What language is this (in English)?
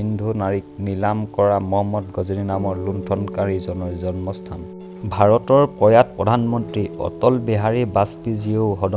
Assamese